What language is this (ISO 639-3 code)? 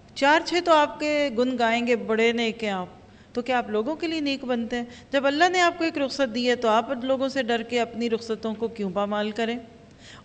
urd